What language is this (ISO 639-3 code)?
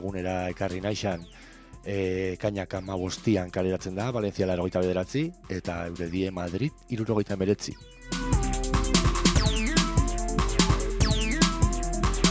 eus